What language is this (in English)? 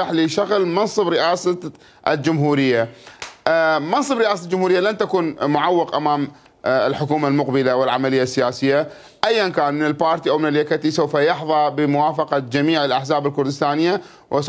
Mesopotamian Arabic